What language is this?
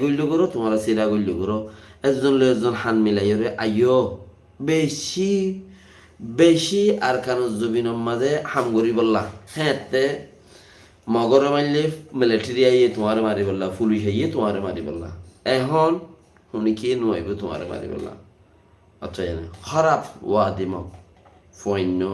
Rohingya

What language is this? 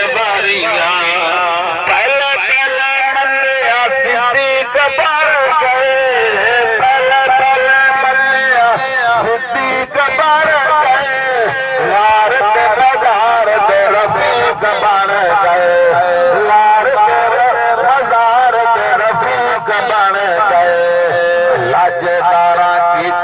Saraiki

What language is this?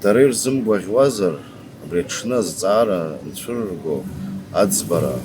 Abkhazian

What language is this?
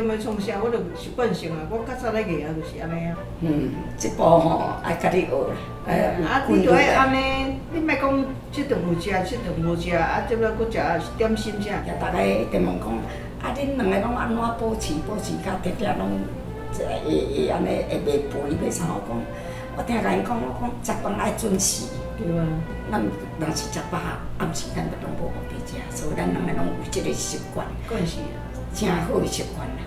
Min Nan Chinese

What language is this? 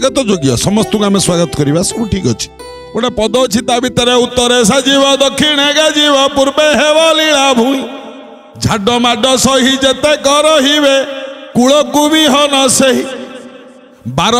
Odia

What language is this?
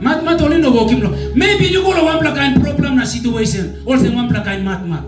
Tok Pisin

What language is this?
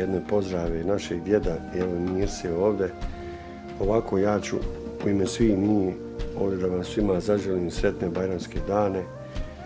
Bosnian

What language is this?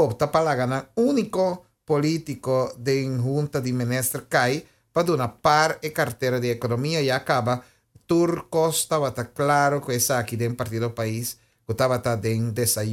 Papiamento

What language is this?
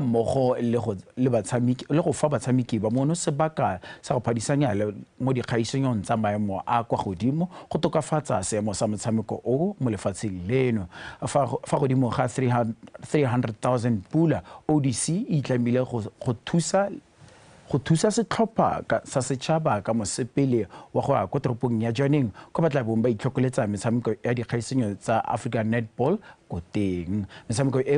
Tswana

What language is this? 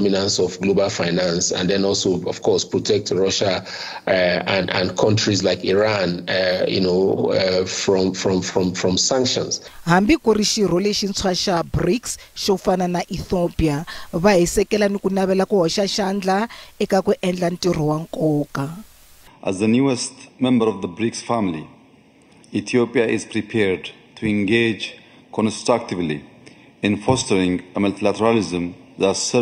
Tsonga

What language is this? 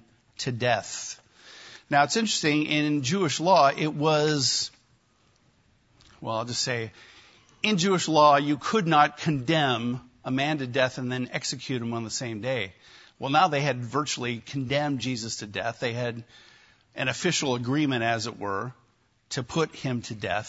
English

